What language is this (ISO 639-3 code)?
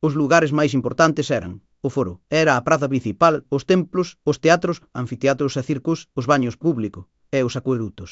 glg